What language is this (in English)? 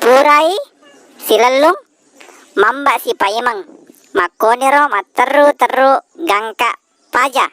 Buginese